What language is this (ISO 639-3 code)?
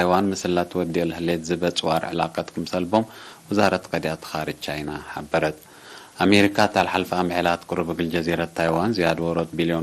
tig